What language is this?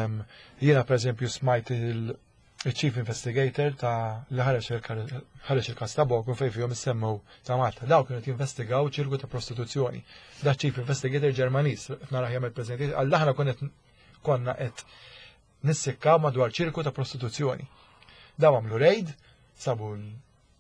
Maltese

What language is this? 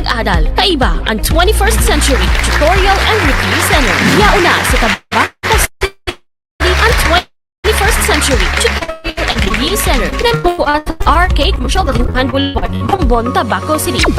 Bikol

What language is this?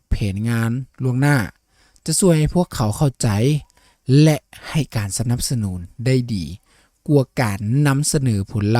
Lao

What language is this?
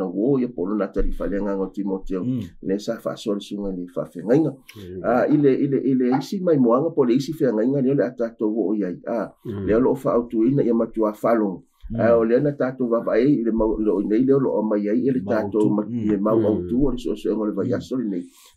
Samoan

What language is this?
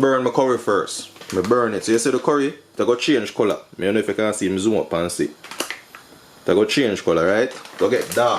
Jamaican Creole English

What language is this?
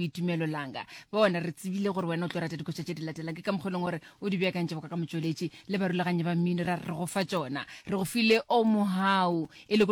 Northern Sotho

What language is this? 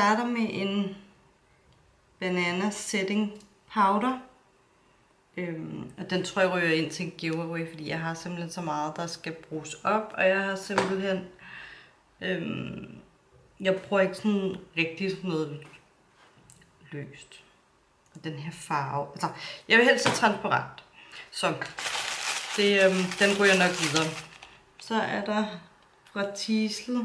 Danish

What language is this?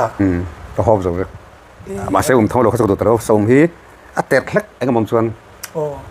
Mizo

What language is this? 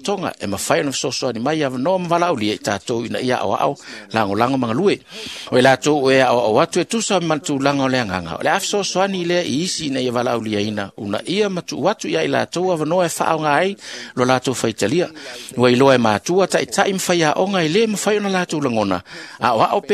Samoan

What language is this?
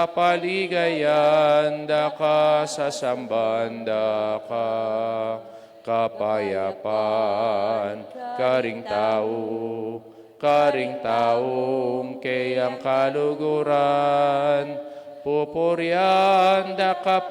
Pampanga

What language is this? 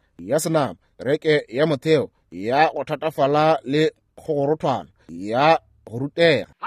Northern Sotho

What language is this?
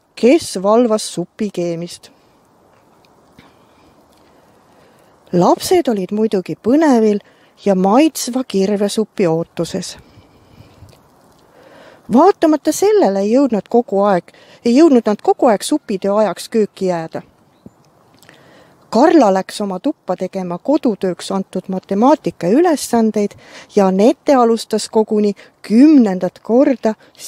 Estonian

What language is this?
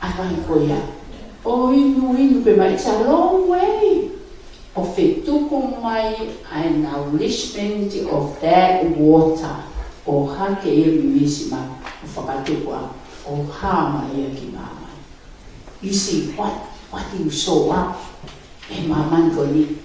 Tongan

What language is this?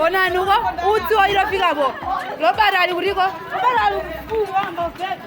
Nyanja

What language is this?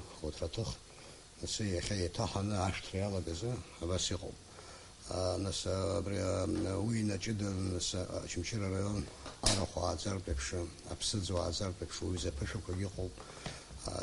Abkhazian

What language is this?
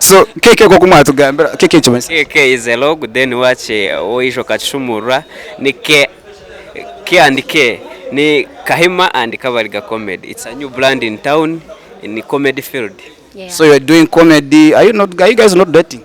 Nyankole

